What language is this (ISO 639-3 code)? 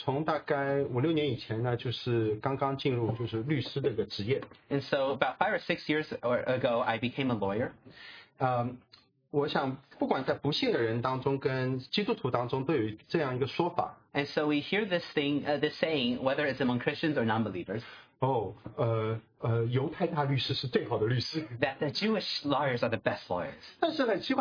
zho